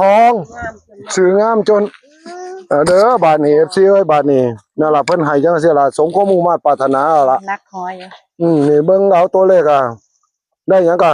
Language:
Northeastern Thai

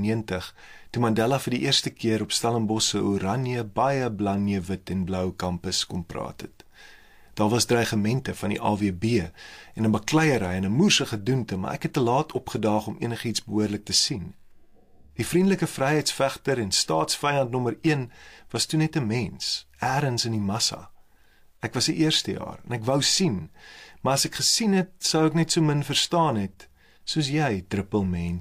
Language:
Afrikaans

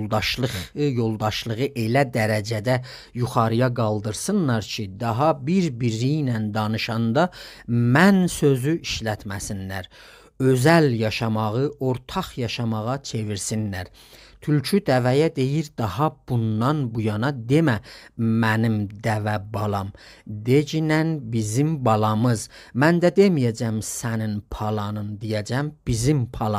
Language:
South Azerbaijani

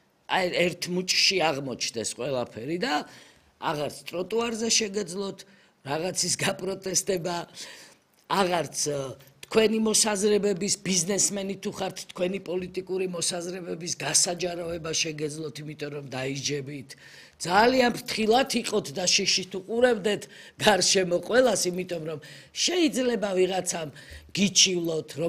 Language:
Georgian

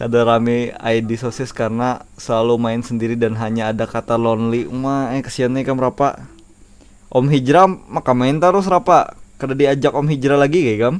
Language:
Banjar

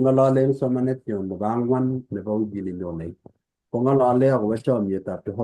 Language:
Kalenjin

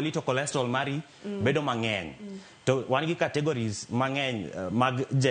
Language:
Luo (Kenya and Tanzania)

